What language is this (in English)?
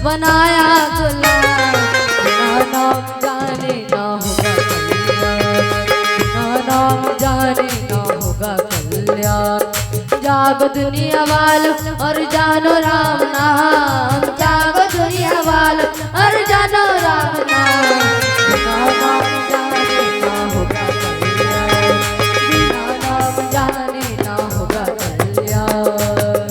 Chhattisgarhi